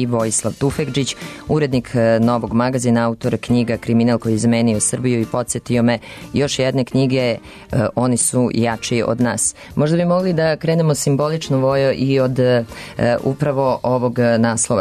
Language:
Serbian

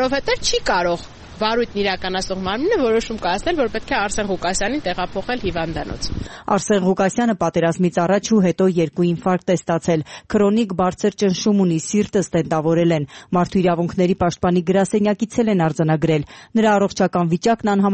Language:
Armenian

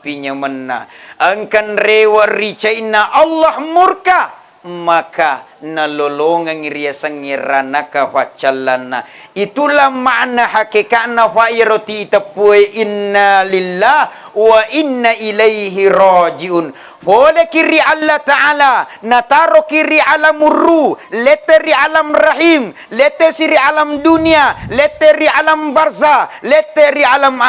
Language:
Buginese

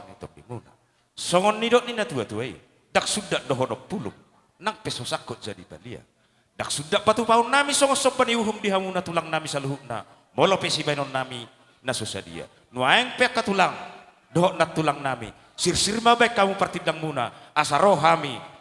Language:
Batak Toba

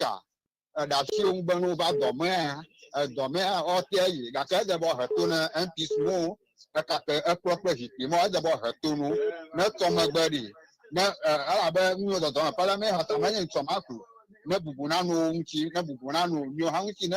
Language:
Ewe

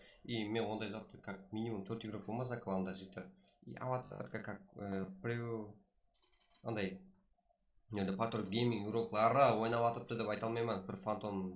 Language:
Kara-Kalpak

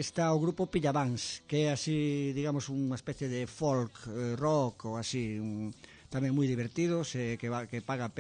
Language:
Galician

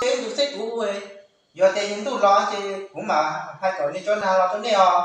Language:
Hmong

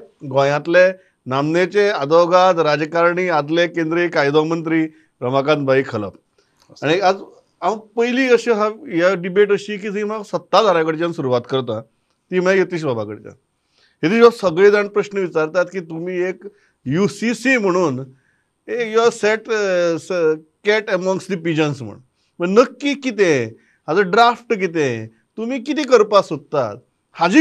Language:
Konkani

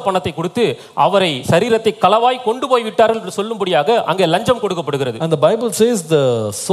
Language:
Tamil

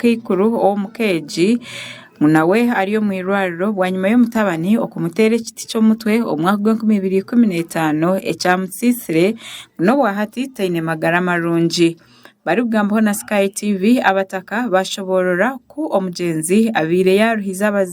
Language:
Nyankole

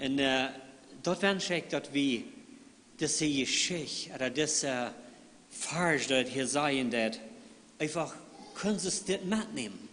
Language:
Plautdietsch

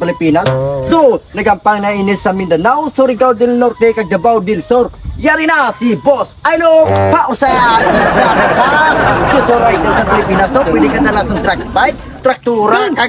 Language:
Hiligaynon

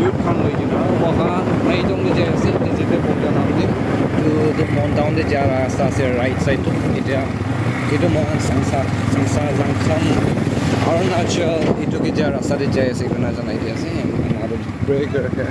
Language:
Naga Pidgin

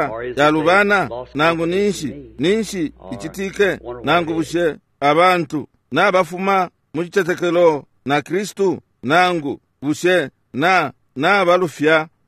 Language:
Bemba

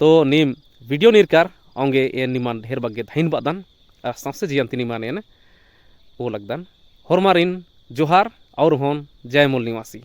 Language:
Kurukh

